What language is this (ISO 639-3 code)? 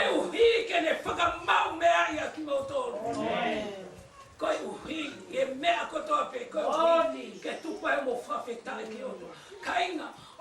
ton